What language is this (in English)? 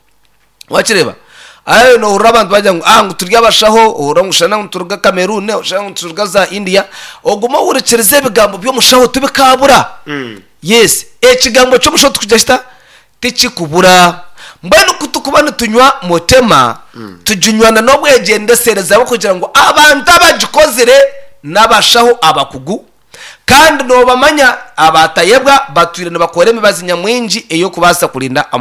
Nyankole